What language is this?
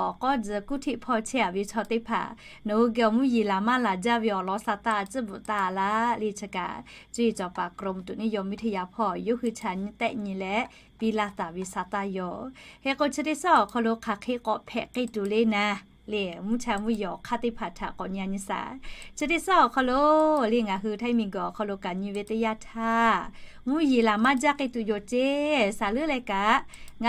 Lahu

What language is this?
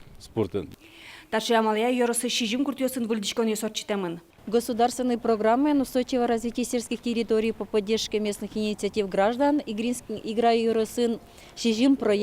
Udmurt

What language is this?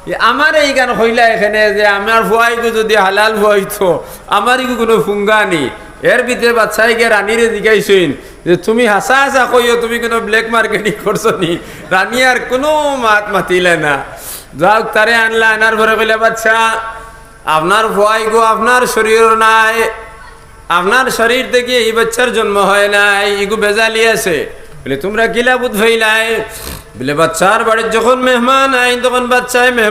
Sylheti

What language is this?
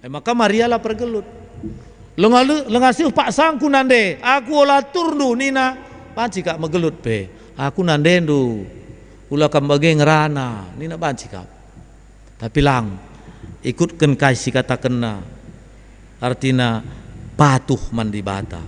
Batak Karo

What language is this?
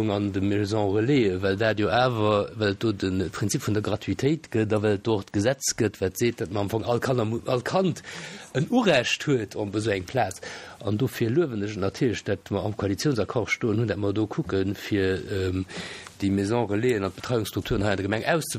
Luxembourgish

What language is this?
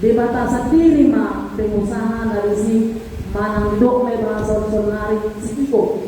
Batak Toba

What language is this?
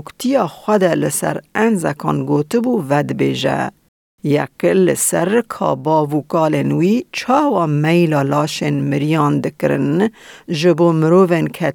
Kurdish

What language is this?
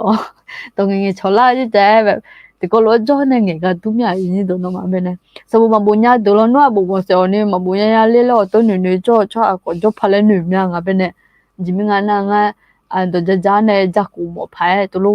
Akha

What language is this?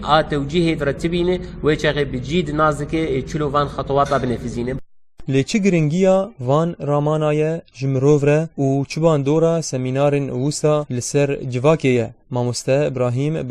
Kurdish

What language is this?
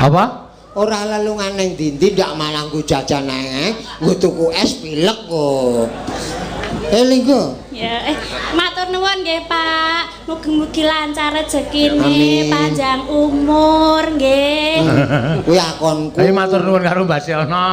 Javanese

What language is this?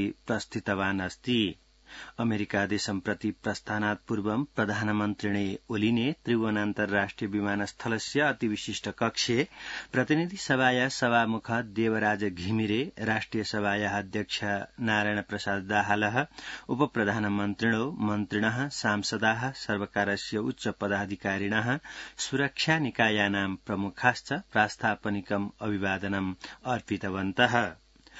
Sanskrit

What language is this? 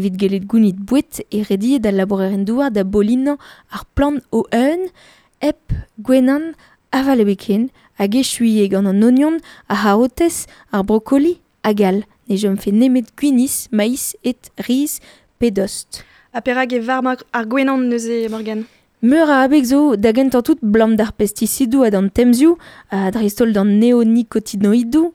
Breton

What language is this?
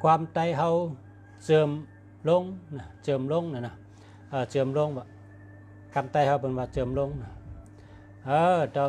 Shan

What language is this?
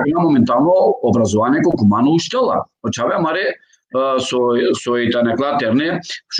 Balkan Romani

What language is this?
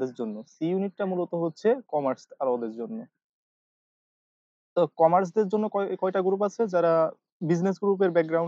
Bangla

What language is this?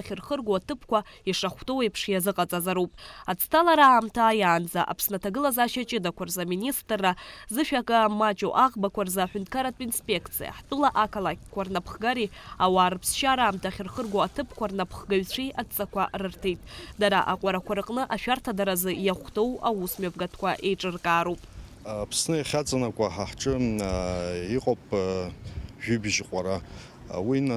Abkhazian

